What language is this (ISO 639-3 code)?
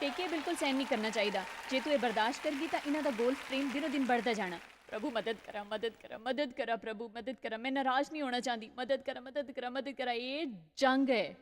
doi